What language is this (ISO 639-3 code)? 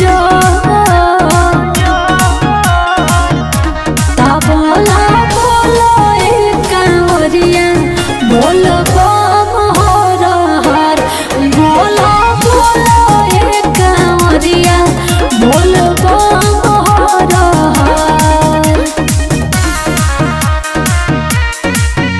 bho